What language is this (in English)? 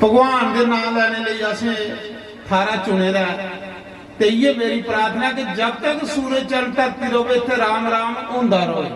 Dogri